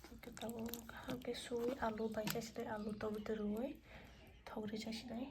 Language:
Kok Borok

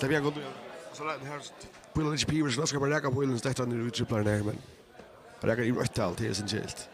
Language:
Faroese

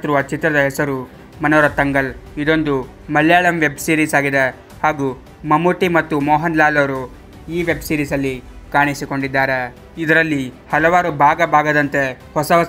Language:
Kannada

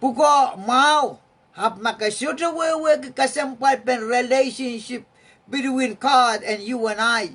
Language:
Pohnpeian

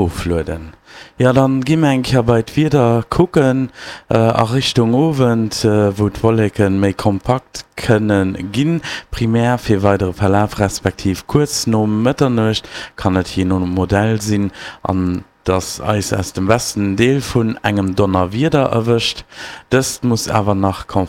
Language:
Luxembourgish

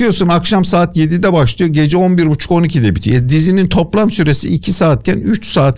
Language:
Turkish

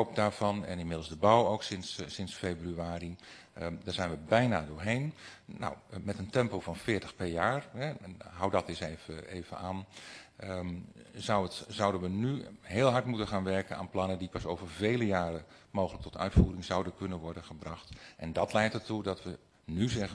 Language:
Dutch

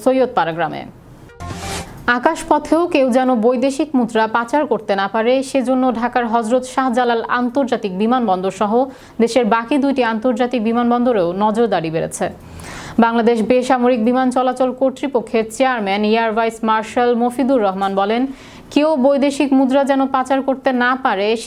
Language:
Bangla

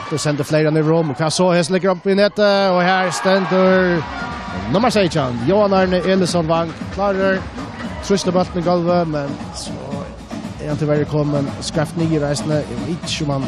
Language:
Faroese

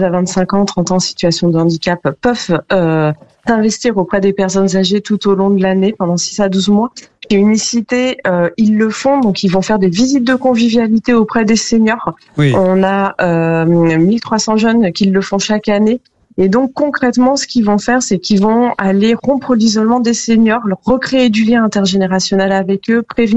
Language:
French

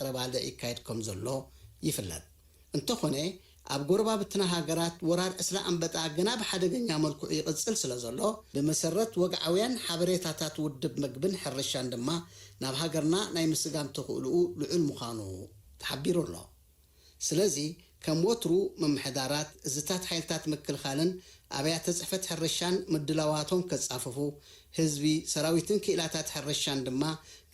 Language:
Tigrinya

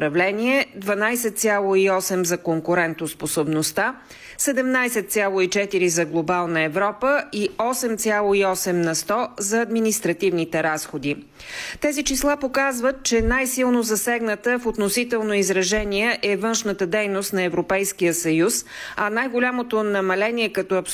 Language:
Bulgarian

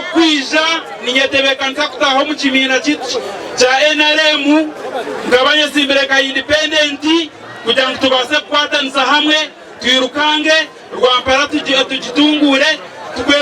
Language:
Nyankole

